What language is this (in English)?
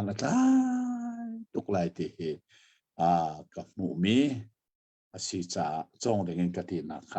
Hakha Chin